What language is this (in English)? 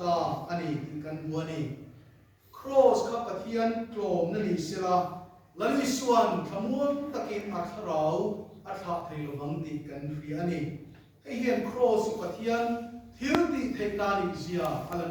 Mizo